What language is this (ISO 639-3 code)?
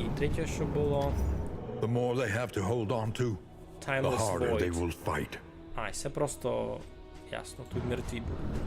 rue